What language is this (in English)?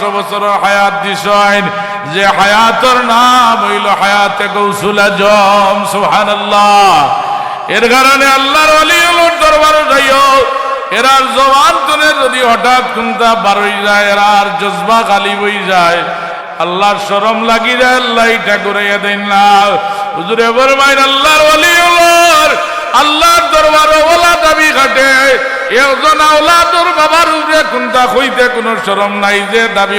Sylheti